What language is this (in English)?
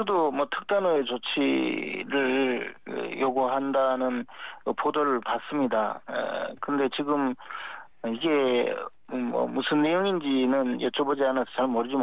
Korean